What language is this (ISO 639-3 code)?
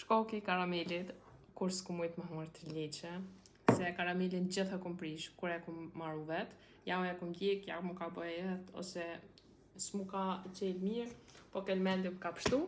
sqi